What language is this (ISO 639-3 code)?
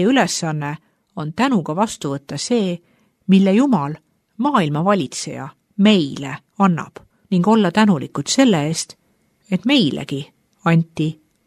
est